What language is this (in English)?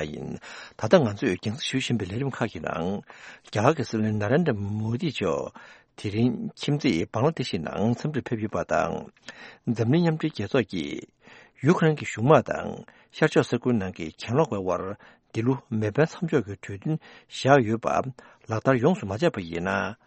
Tibetan